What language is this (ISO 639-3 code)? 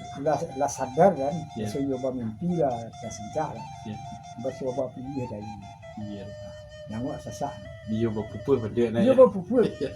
min